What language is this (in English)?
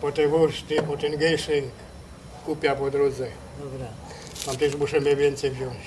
Silesian